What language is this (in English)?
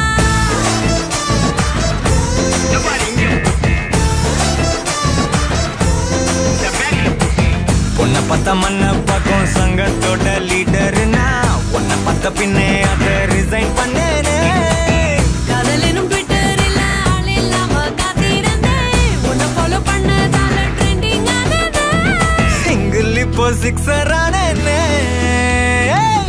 Tamil